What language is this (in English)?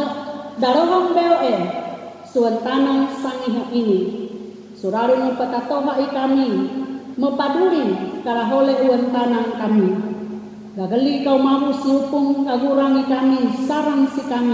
Sangir